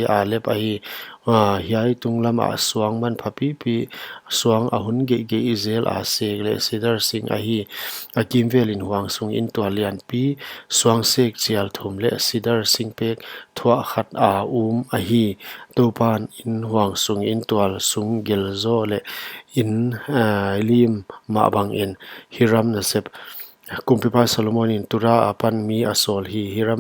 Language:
Paite Chin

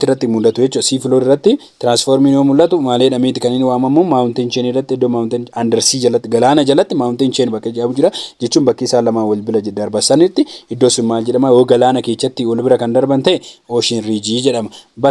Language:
Oromo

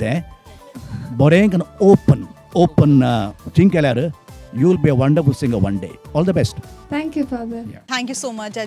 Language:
Konkani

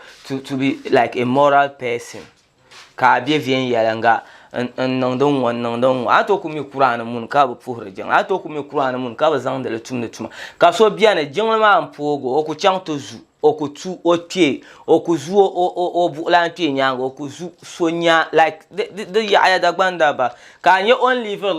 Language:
Dagbani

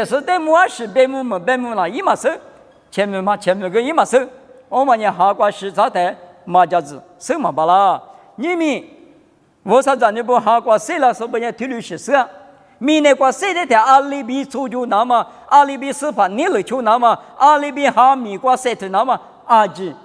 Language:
Lisu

